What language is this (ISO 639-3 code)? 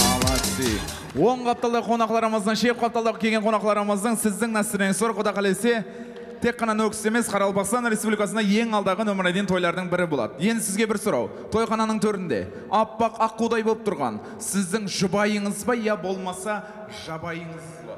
kaa